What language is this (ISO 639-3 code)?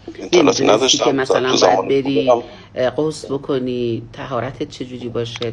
fas